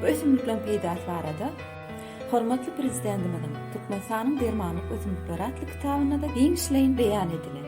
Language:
Turkmen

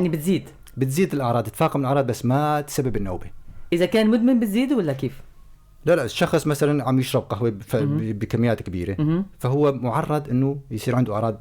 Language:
North Levantine Arabic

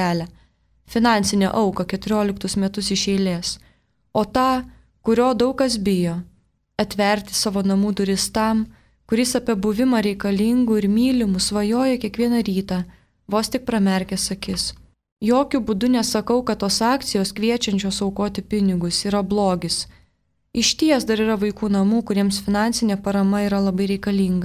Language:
Lithuanian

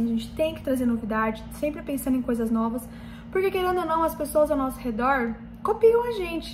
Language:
Portuguese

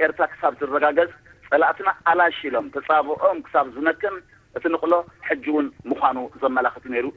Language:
Tigrinya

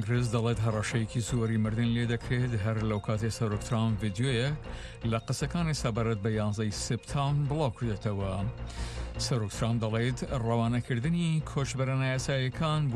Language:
Central Kurdish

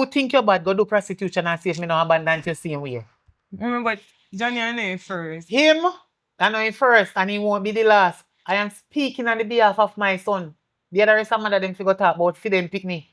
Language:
Jamaican Creole English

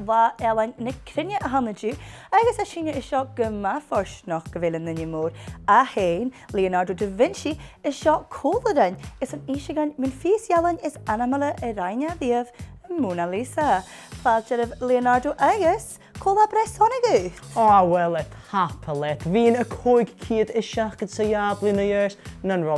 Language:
Scottish Gaelic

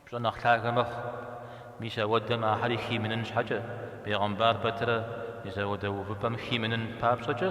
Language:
Kabardian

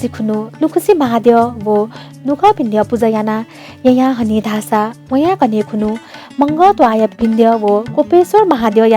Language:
Newari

